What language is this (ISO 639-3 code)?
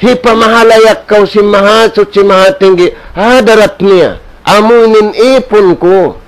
tsg